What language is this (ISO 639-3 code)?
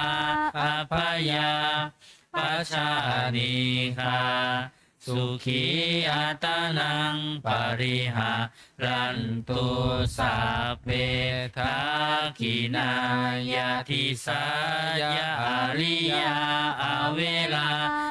pli